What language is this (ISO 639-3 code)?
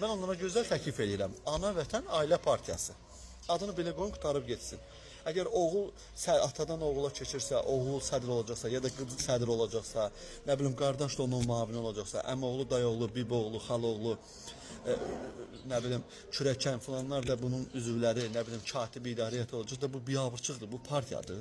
aze